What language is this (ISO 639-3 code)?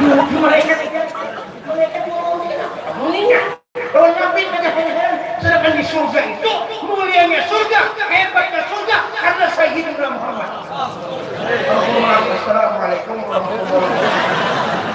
bjn